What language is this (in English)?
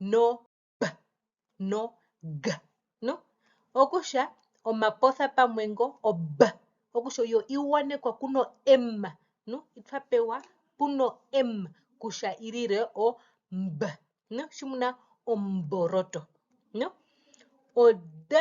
Herero